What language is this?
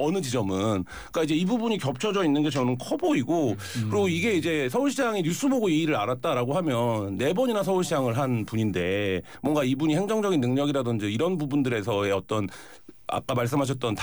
Korean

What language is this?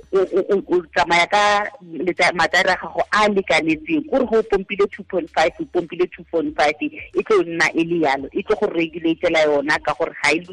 Tswana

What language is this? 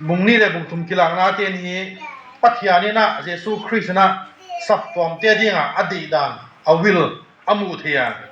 Tedim Chin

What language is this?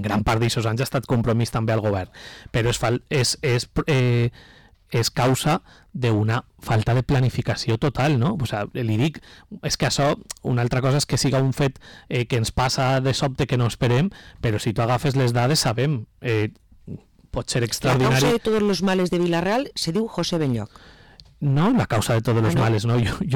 Catalan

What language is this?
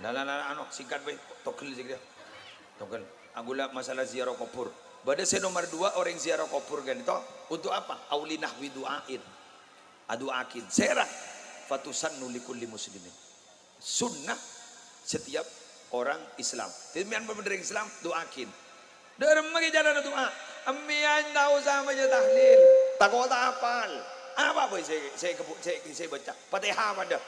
Madurese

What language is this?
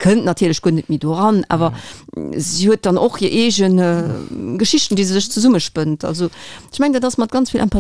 Luxembourgish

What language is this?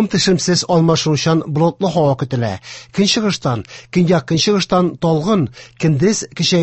Tatar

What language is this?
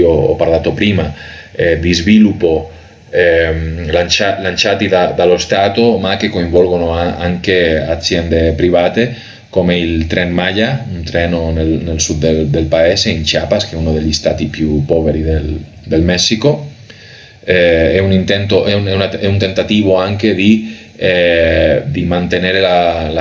Italian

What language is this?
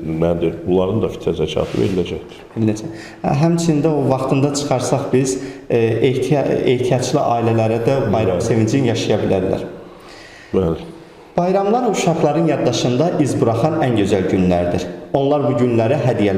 Azerbaijani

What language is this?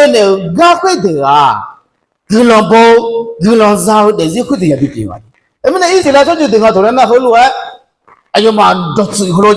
Akha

